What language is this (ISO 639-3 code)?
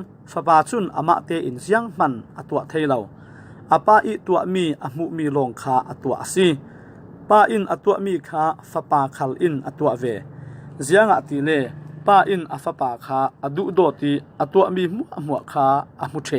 cfm